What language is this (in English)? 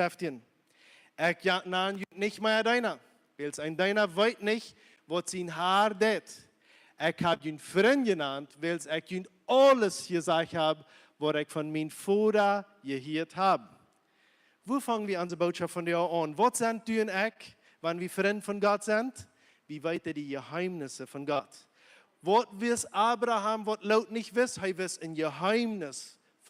Plautdietsch